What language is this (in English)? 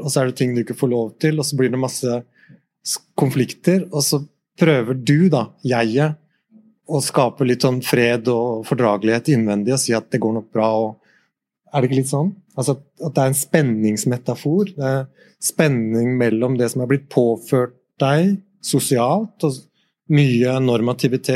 Norwegian